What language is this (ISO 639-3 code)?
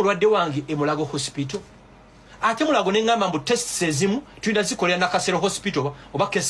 lug